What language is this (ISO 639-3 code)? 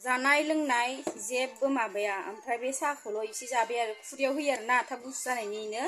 brx